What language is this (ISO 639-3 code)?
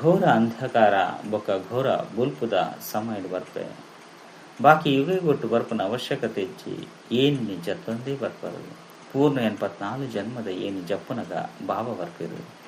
tcy